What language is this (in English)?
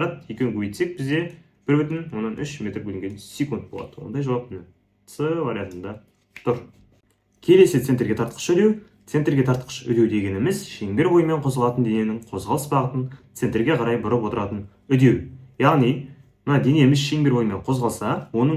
Kazakh